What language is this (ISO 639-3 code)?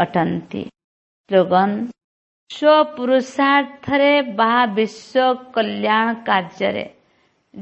ori